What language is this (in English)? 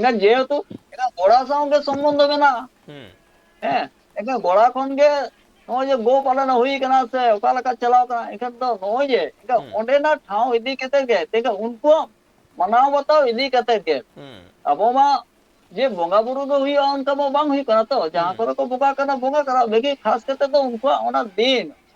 Santali